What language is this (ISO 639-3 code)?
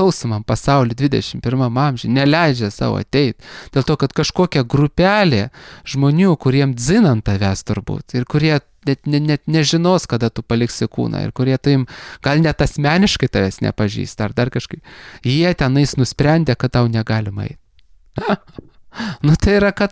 lit